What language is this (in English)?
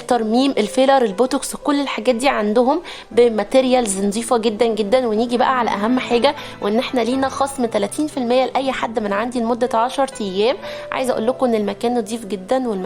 Egyptian Arabic